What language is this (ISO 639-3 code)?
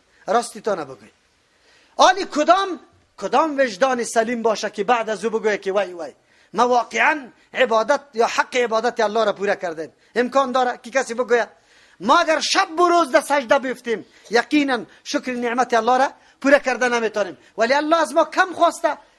fas